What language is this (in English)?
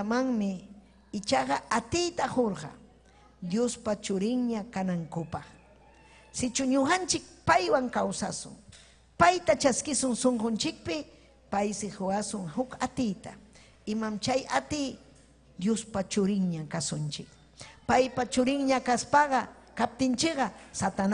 Ayacucho Quechua